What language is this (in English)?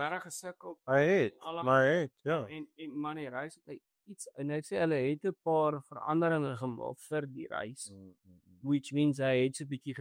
Afrikaans